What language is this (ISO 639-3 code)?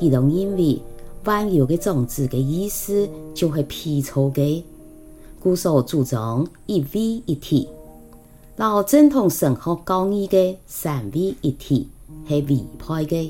hak